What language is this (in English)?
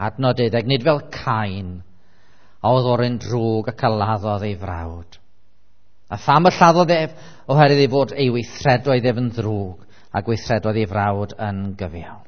Welsh